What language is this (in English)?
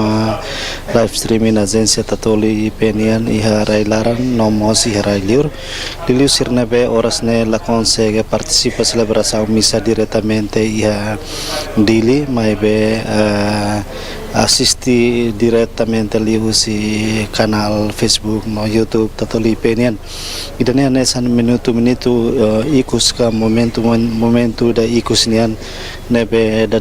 Tetum